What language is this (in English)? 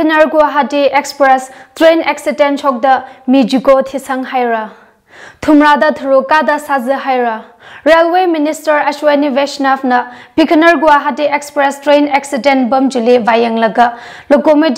Tangkhul Naga (India)